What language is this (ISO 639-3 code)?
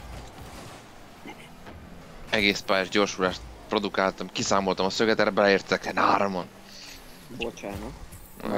hun